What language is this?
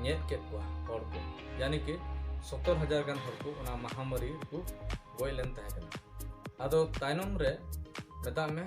Santali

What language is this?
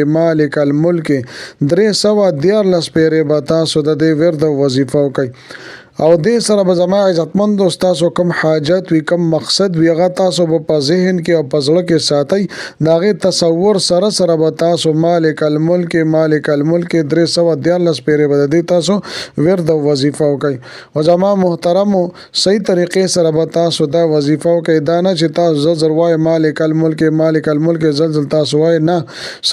Pashto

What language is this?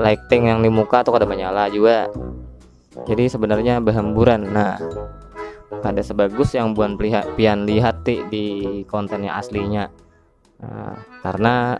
Banjar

